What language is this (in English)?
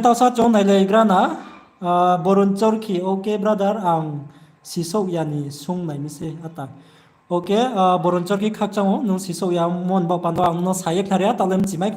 Riang (India)